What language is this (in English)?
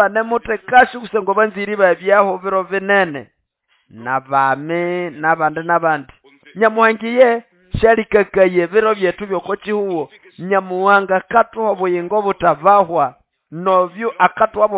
Nande